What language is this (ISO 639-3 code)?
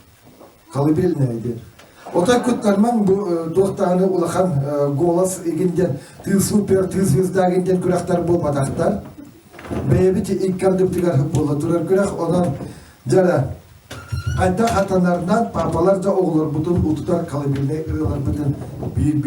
sah